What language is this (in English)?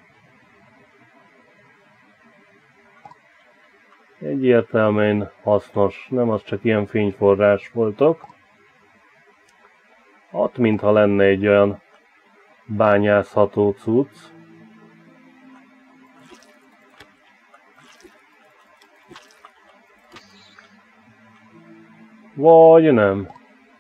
Hungarian